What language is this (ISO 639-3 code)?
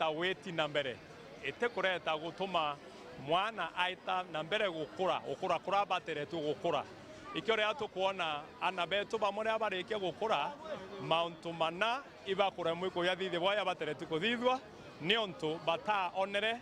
mer